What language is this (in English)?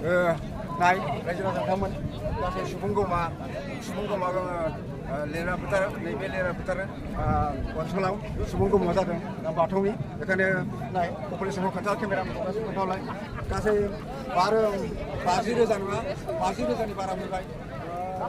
Bodo